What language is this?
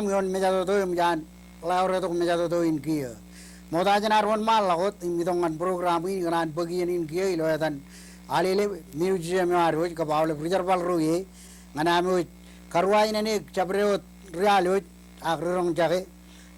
Marshallese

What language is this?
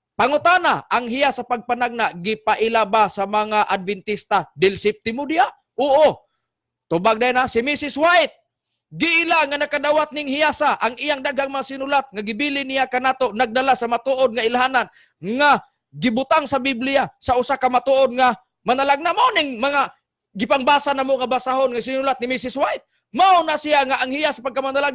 Cebuano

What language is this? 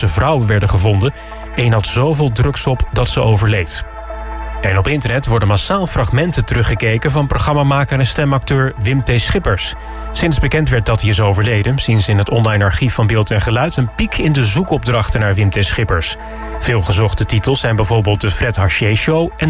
Dutch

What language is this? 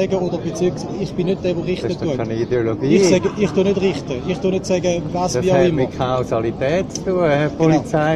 Swiss German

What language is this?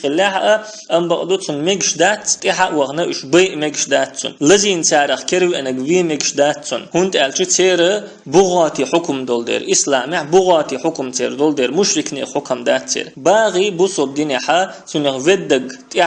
Chechen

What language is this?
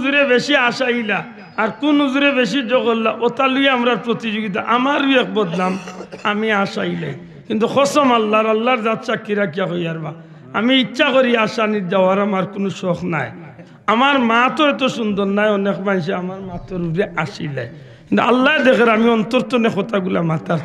Sylheti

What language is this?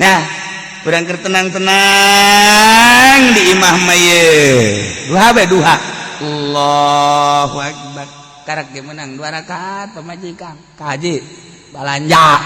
Sundanese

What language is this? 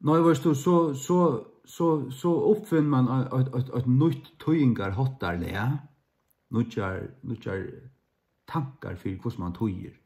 Faroese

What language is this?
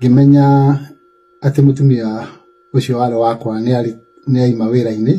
Kikuyu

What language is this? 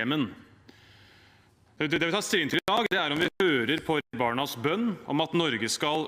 Norwegian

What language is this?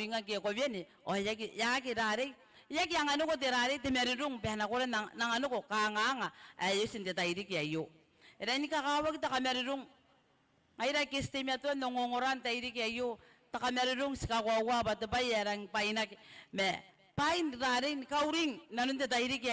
Gilbertese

